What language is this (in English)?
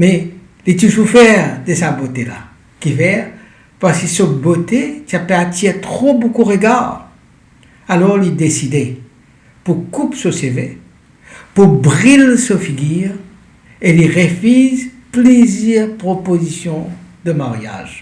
Morisyen